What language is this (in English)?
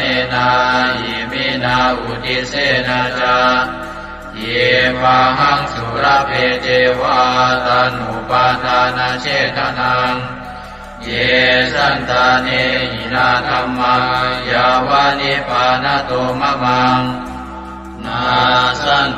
Pali